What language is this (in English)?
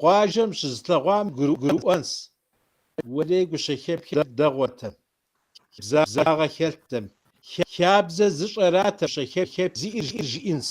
Kabardian